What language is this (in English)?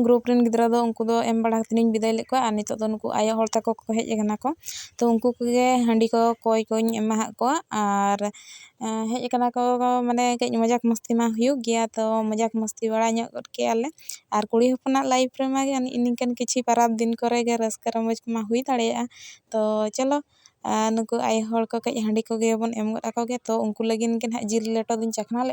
Santali